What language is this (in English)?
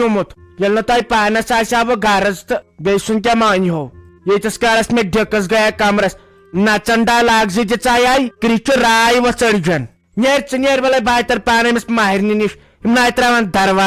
Kashmiri